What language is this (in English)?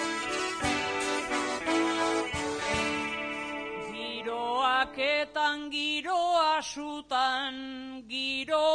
Basque